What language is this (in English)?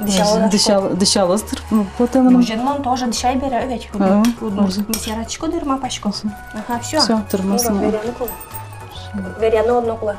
Udmurt